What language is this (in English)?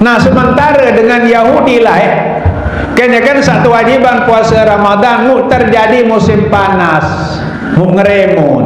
Sasak